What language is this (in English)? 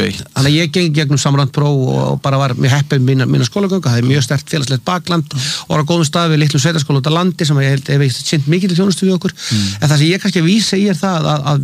Icelandic